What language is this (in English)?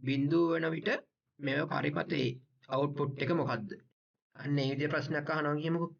Sinhala